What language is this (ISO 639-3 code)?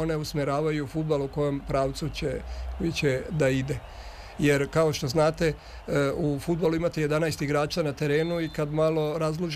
srp